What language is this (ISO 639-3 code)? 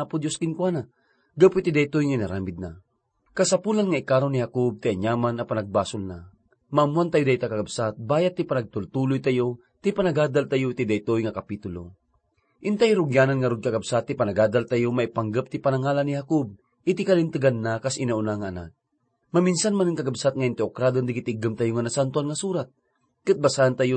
ilo